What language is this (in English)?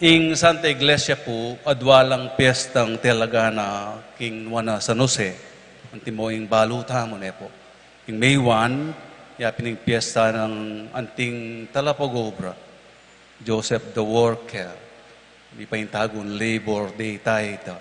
Pampanga